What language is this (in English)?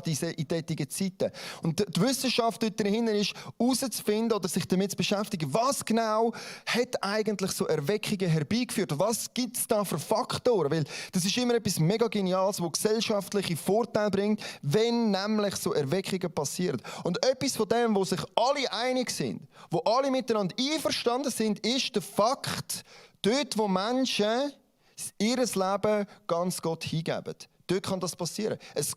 Swiss German